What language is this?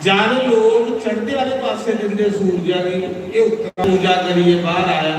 Dogri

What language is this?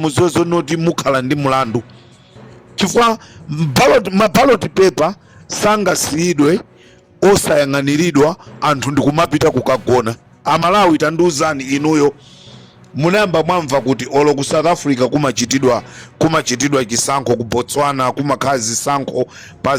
Nyanja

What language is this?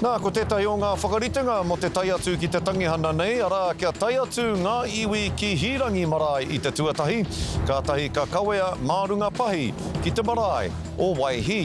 Māori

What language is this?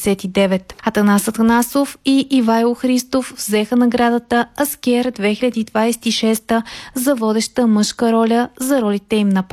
Bulgarian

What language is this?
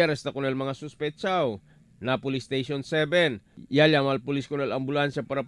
Chavacano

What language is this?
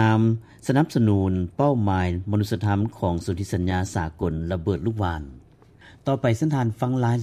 Lao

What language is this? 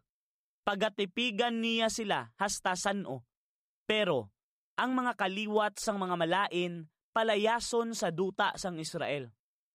Hiligaynon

